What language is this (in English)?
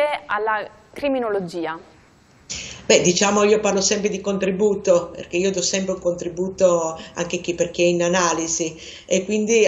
Italian